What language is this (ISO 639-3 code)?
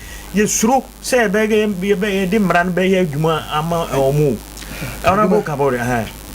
aka